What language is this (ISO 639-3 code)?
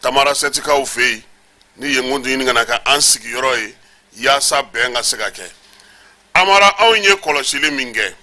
bam